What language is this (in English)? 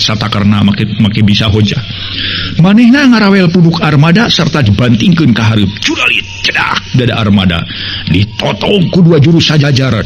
Sundanese